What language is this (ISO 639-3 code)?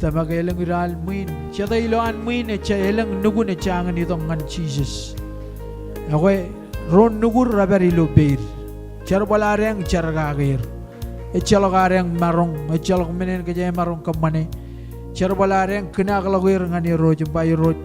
mah